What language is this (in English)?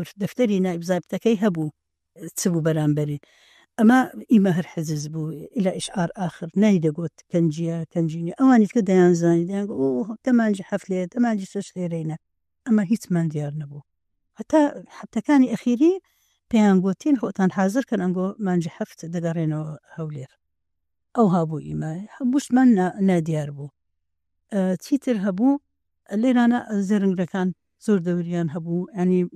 Central Kurdish